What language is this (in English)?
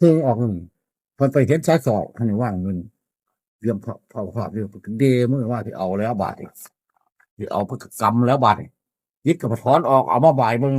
Northeastern Thai